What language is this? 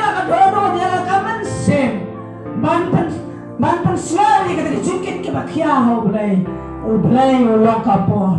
Khasi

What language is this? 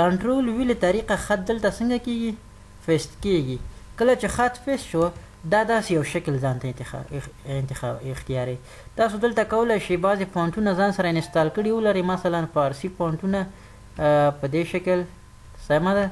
Pashto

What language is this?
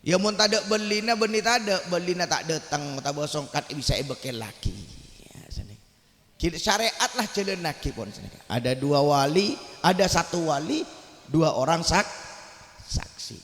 Madurese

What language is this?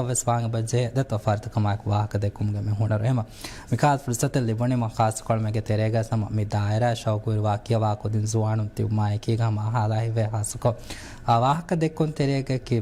Divehi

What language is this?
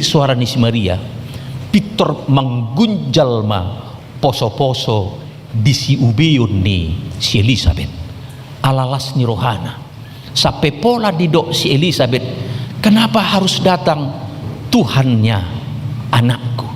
Batak Toba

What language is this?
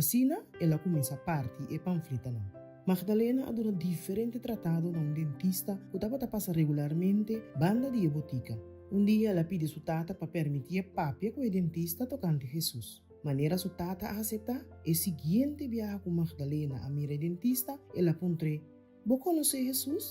Papiamento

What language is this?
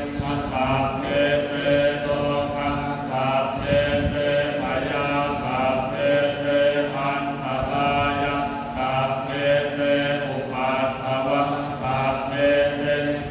Pali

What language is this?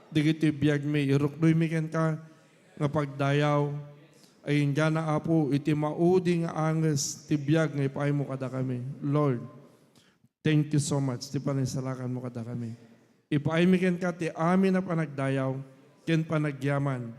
Iloko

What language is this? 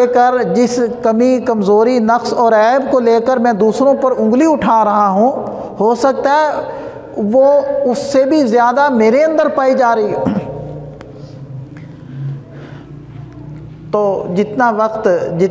Urdu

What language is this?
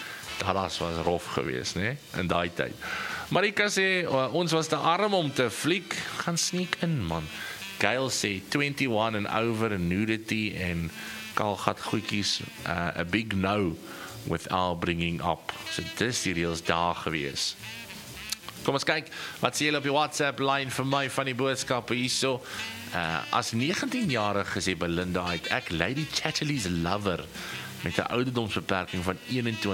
Afrikaans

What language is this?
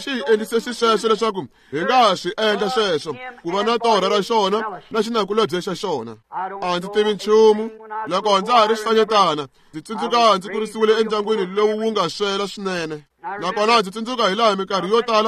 Tsonga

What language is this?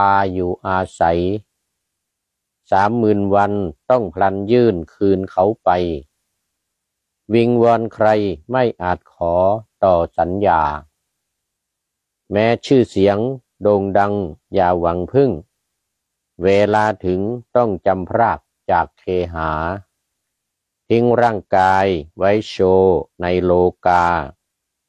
Thai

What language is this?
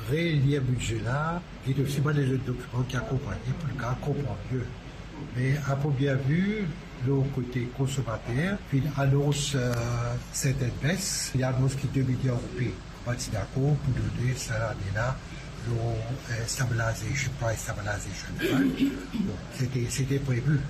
Morisyen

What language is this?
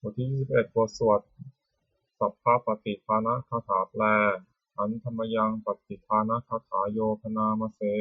Pali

